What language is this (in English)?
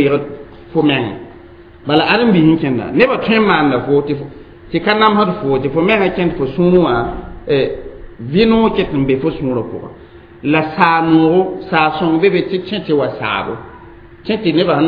Mossi